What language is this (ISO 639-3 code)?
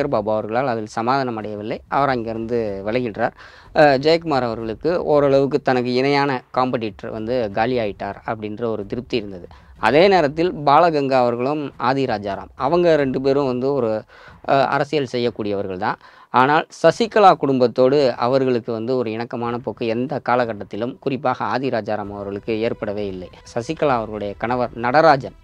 tam